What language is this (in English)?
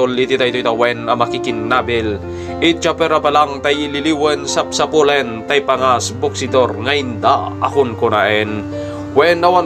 Iloko